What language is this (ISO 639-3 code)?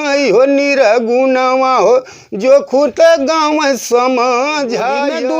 bho